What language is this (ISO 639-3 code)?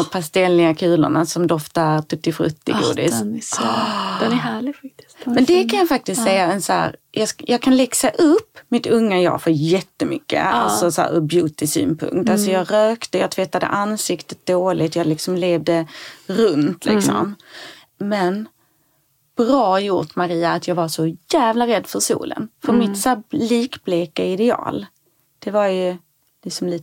swe